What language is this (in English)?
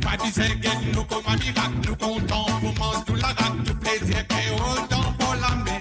Morisyen